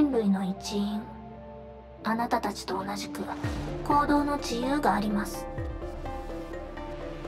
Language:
Japanese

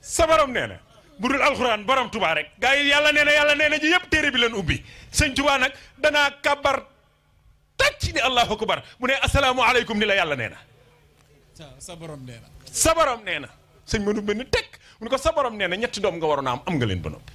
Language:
Wolof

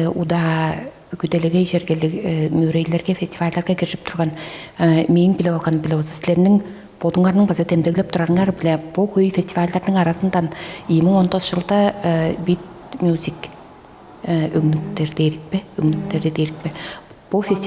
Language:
Tuvinian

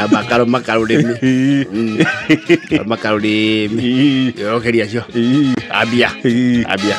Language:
Kikuyu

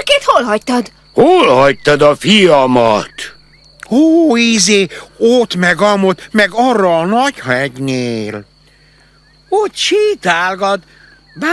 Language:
Hungarian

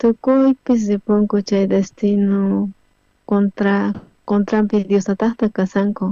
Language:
South Bolivian Quechua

